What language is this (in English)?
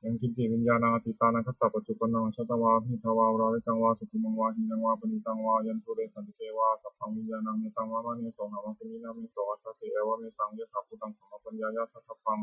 Pali